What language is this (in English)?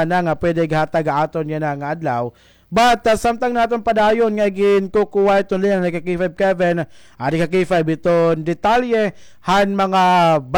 Waray